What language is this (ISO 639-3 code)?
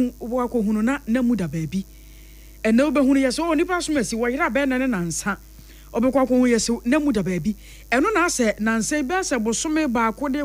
aka